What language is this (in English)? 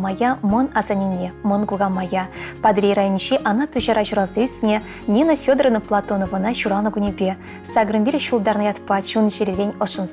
Chuvash